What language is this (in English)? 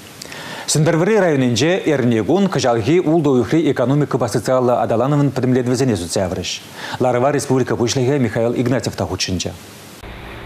Chuvash